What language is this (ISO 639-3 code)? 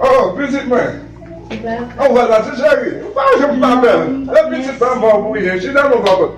hat